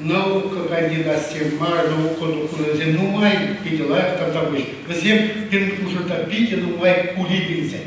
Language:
Chuvash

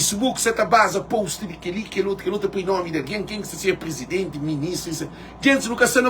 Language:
Kabuverdianu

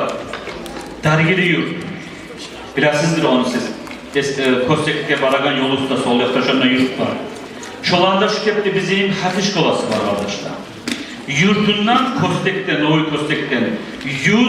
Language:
Kumyk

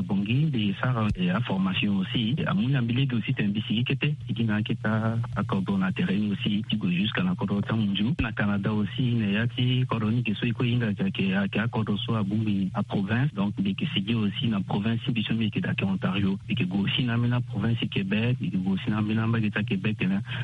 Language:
Sango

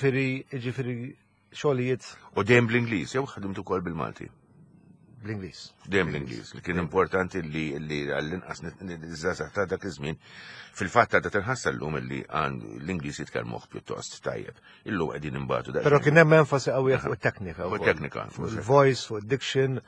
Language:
Maltese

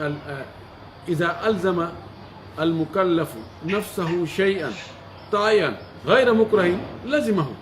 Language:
Pular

